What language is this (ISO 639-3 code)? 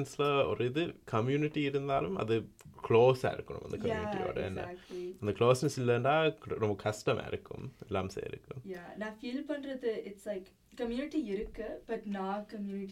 tam